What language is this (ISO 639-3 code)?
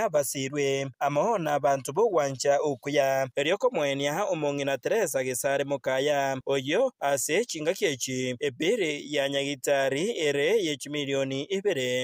guz